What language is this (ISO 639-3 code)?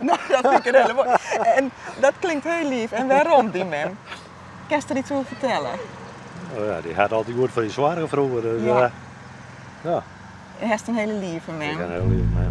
fry